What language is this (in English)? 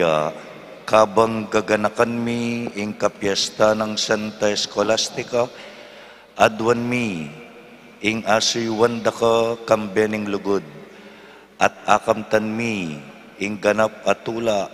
Pampanga